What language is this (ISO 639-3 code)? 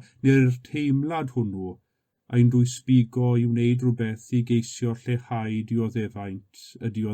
cym